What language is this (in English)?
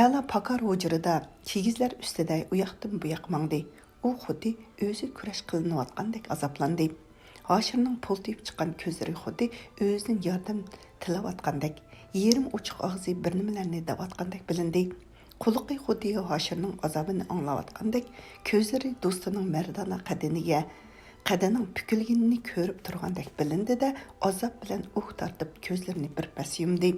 Uyghur